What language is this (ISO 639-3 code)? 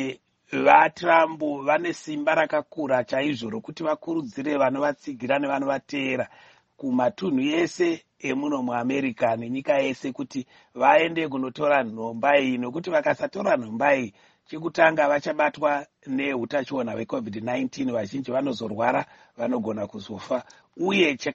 sna